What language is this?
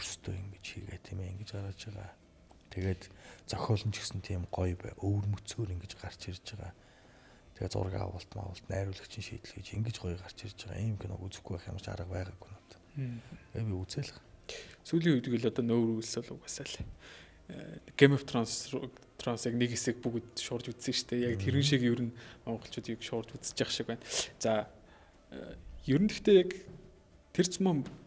Mongolian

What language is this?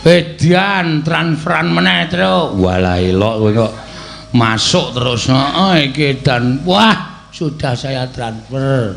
Javanese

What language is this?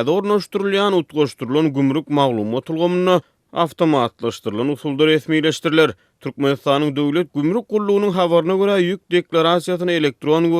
Turkmen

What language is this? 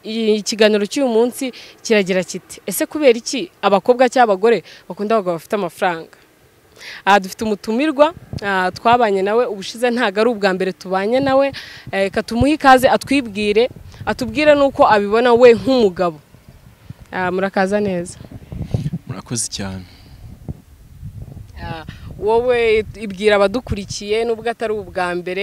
Kinyarwanda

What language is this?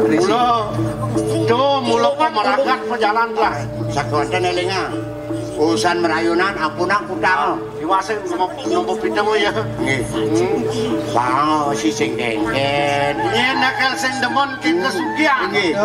Balinese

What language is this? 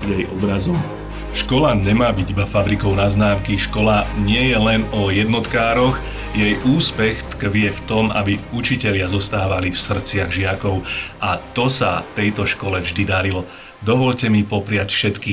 Slovak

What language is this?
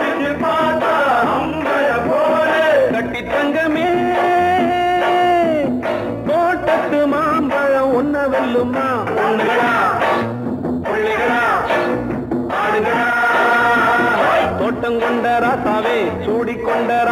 Tamil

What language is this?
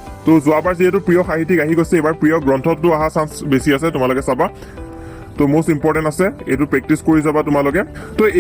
Assamese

